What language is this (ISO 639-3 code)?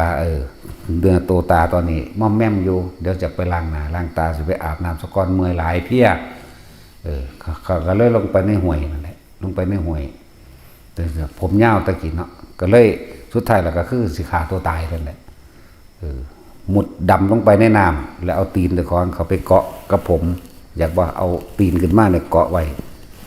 tts